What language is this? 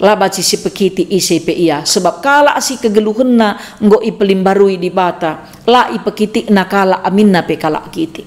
Batak Karo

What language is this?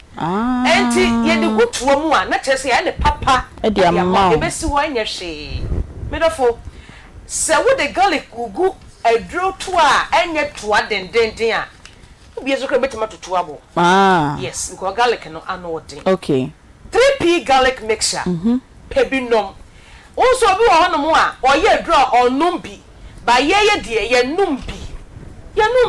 Akan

